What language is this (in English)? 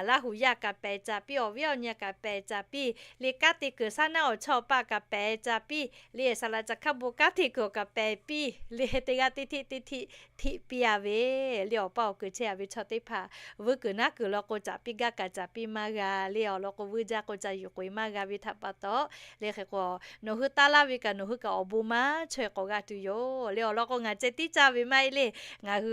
Lahu